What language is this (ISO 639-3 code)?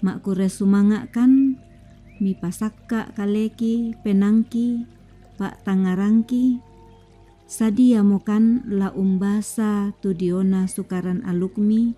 sda